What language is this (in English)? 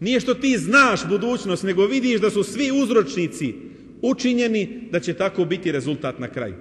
Bosnian